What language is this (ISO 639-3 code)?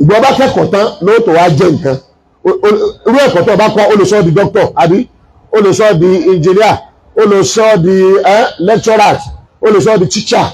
yor